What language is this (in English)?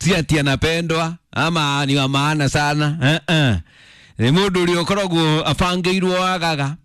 Kikuyu